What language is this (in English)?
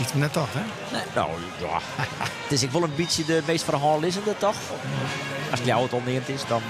Western Frisian